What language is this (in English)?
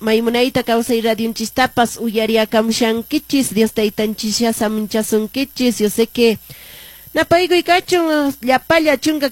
Quechua